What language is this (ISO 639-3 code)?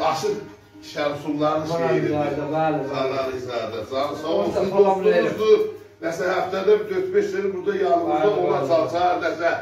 azb